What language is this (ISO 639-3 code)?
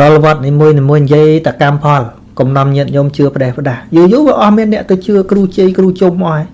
khm